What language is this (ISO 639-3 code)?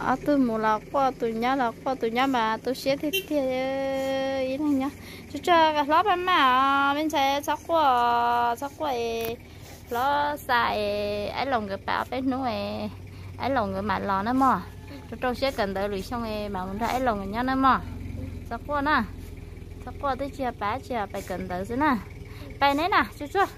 hmn